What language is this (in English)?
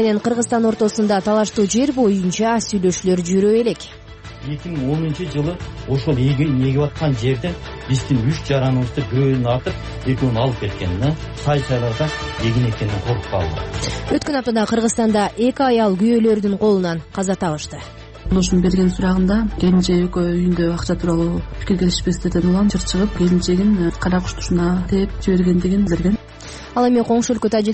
Kyrgyz